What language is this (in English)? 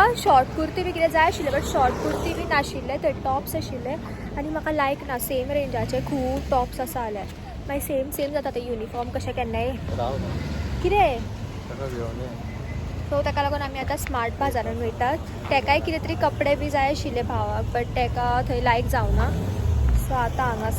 Konkani